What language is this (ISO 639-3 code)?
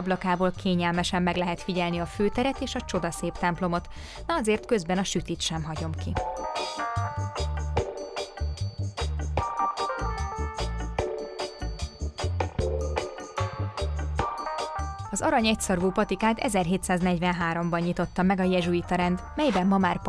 hun